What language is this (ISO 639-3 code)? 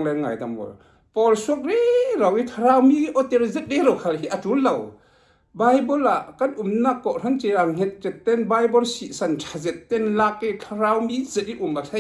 cfm